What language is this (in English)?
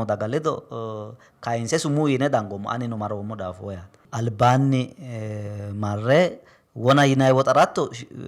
Sidamo